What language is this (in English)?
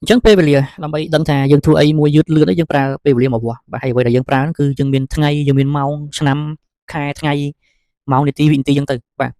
Khmer